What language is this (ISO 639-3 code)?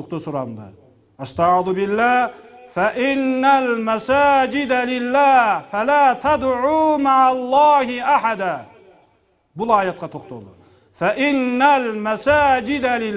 kir